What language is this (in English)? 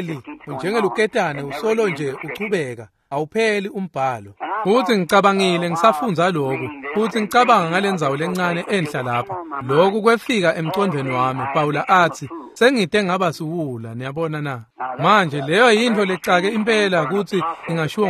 Swati